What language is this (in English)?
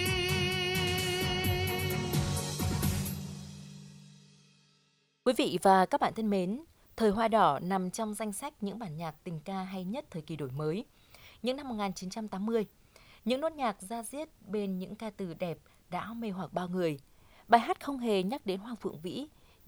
Vietnamese